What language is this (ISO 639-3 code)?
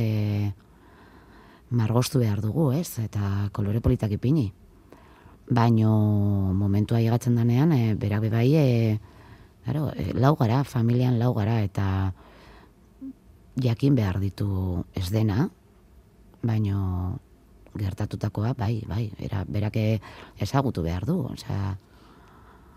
eus